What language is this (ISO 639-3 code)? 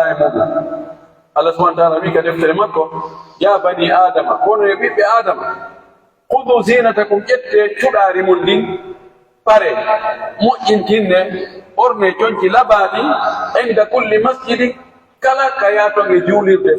fuf